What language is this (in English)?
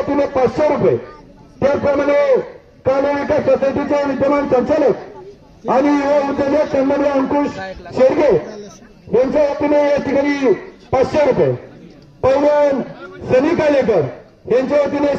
Marathi